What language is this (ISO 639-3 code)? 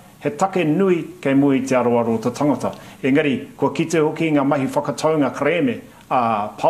mri